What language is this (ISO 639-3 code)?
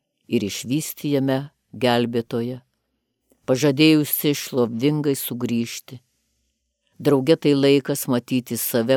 lit